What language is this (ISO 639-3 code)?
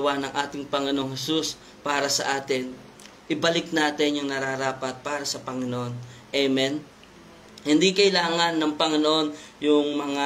fil